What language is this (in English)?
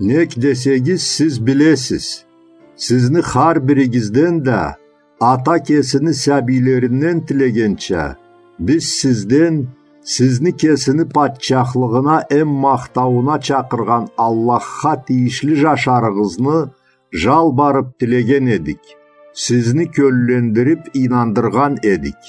Karachay-Balkar